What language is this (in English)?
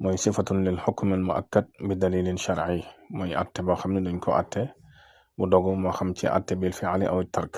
Wolof